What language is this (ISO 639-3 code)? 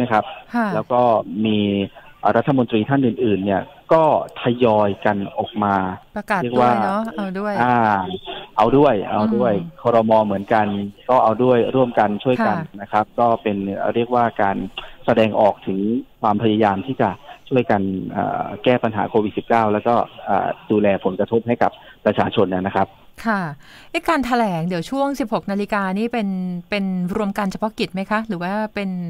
tha